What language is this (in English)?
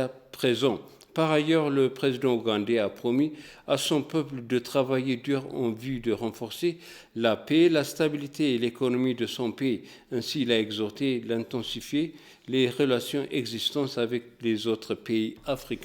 French